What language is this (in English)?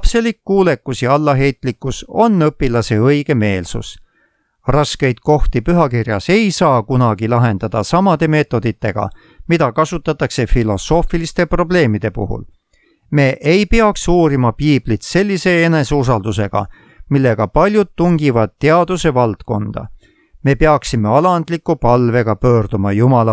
Estonian